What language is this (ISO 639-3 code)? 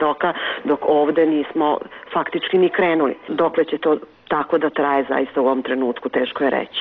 srp